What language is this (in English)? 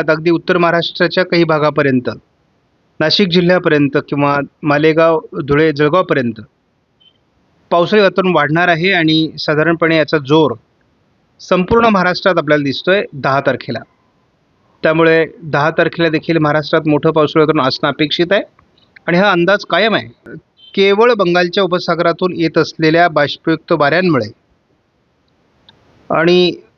Marathi